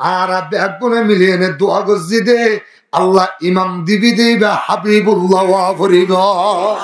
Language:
Rohingya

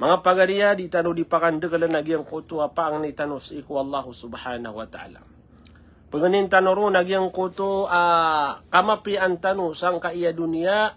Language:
Maranao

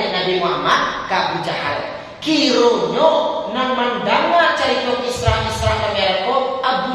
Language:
Minangkabau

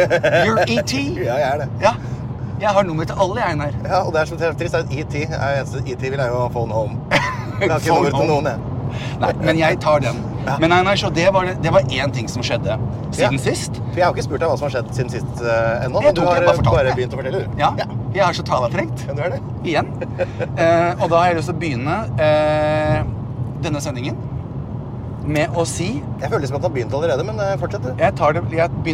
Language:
Norwegian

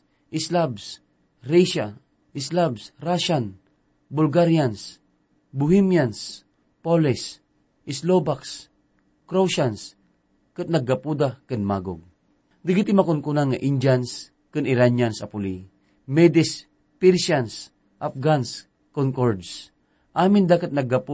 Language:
Iloko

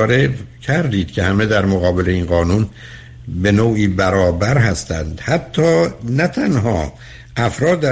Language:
Persian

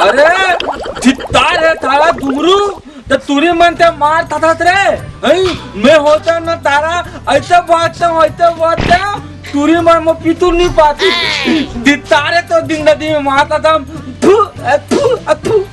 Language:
Chhattisgarhi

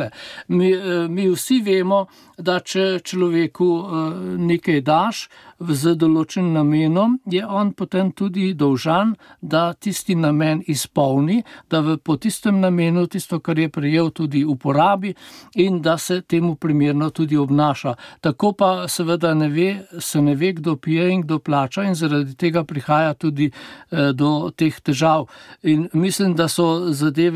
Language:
Slovenian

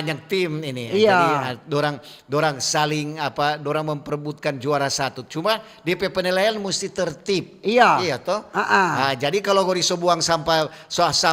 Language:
Manado Malay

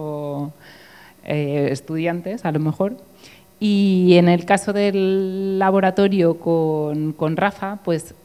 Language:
Spanish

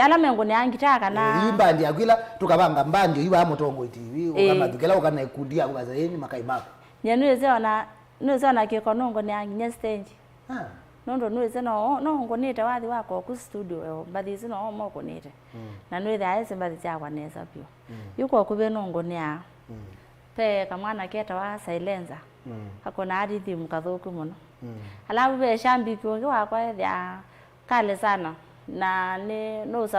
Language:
Kamba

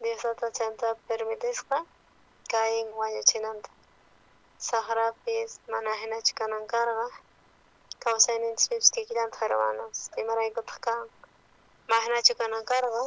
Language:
South Bolivian Quechua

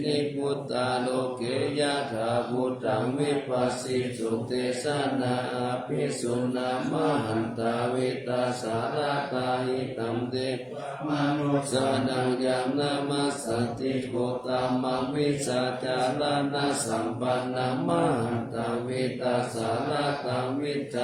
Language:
Pali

